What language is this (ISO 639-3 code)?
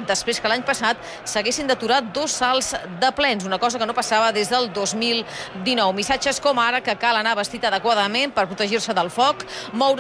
cat